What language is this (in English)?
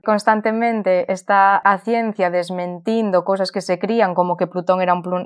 Galician